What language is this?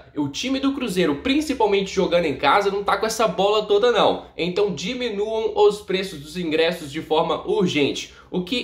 Portuguese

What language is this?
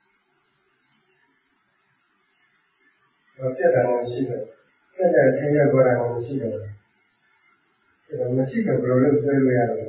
Burmese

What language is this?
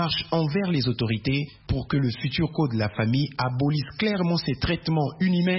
French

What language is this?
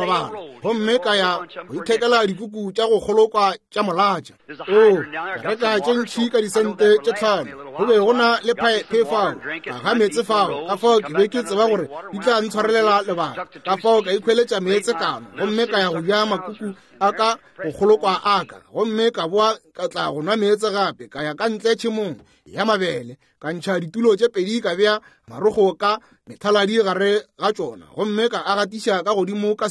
Northern Sotho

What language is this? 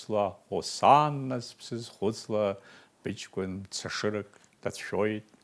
Abkhazian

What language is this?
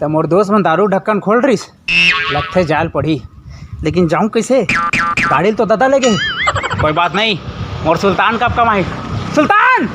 Chhattisgarhi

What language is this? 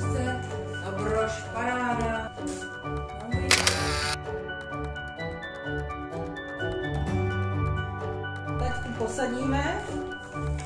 Czech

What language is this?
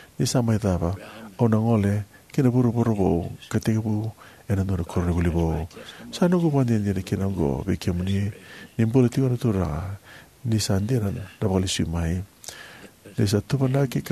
Fijian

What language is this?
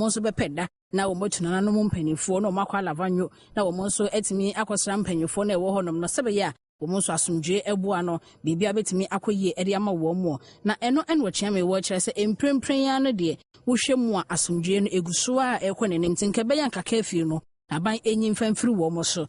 Akan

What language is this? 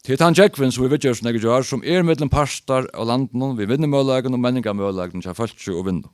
Faroese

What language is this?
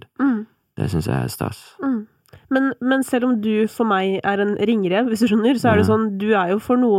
Norwegian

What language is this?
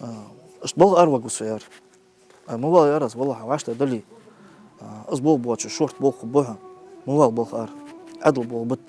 Ingush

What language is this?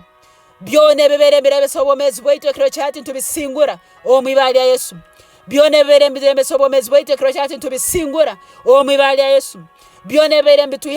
Nyoro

